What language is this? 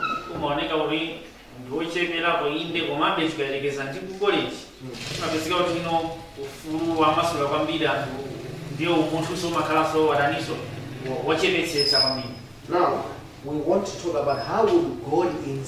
Nyanja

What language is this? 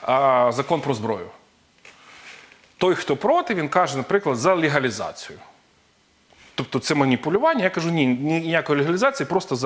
Ukrainian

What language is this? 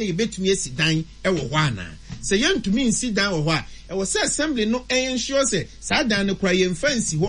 Akan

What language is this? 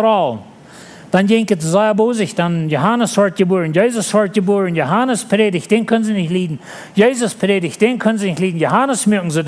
Plautdietsch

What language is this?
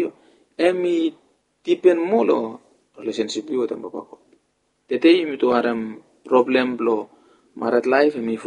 Bislama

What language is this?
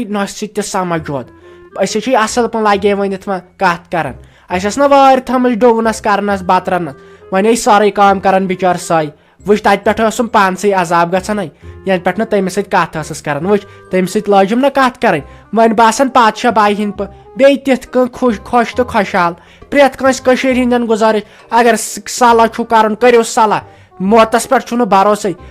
Kashmiri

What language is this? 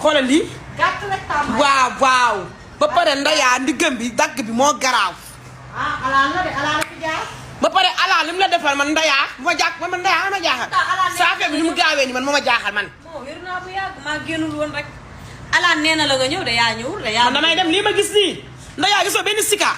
Wolof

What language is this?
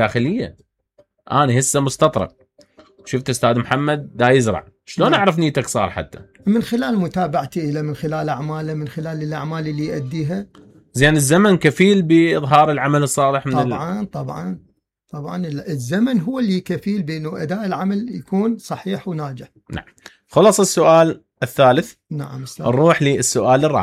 Mesopotamian Arabic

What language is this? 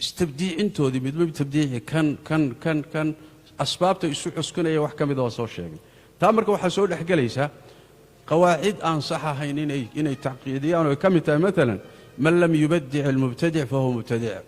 Somali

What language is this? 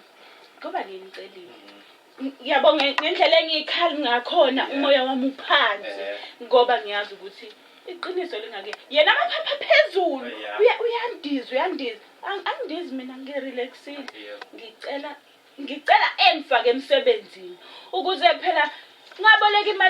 Zulu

